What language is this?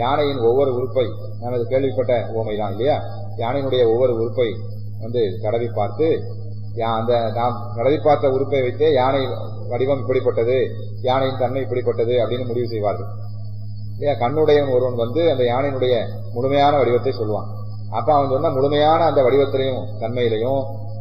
Tamil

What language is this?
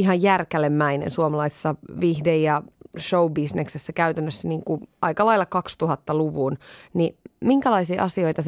Finnish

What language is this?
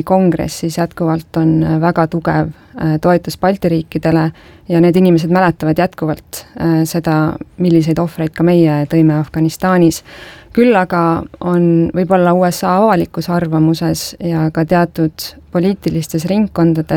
Estonian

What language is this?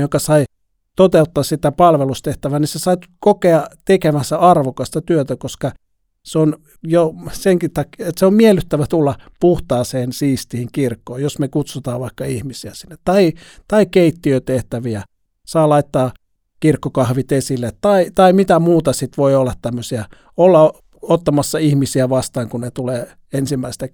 Finnish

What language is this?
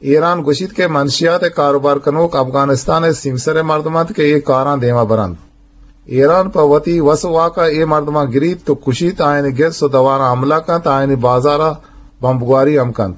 Eastern Balochi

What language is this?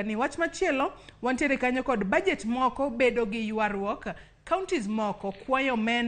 Luo (Kenya and Tanzania)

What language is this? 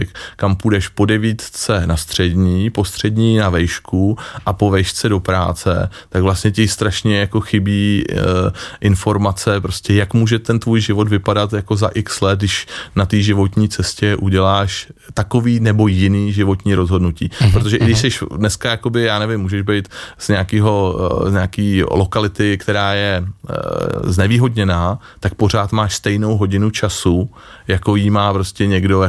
Czech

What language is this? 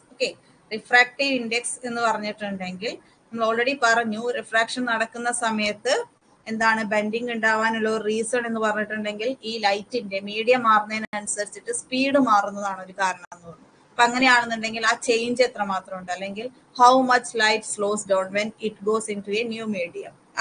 Malayalam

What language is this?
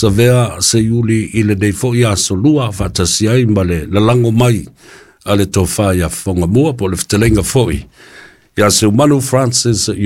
Samoan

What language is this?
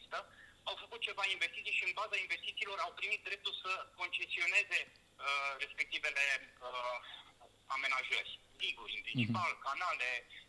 Romanian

